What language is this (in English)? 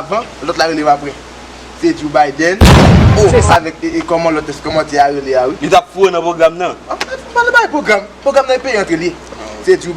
Haitian Creole